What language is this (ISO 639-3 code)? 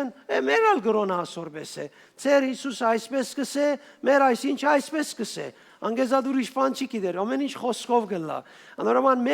hyw